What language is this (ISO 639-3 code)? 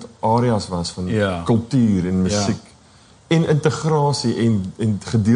afr